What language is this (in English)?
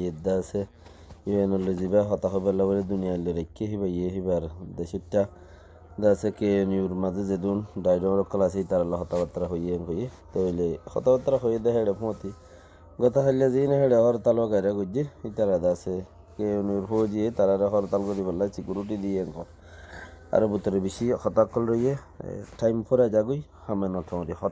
Rohingya